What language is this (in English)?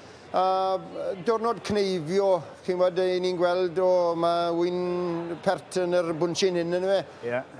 Welsh